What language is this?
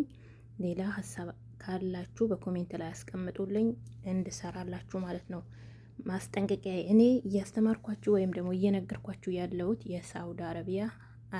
Amharic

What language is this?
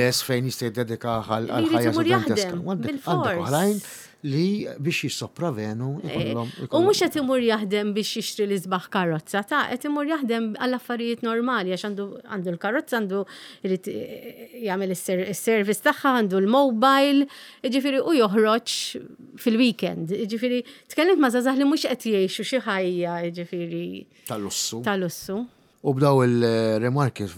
Maltese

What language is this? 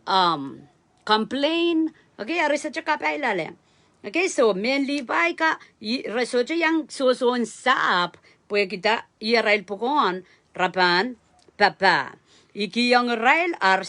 Pohnpeian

